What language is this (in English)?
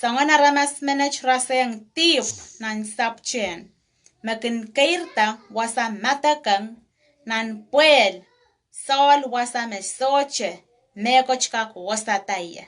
Pohnpeian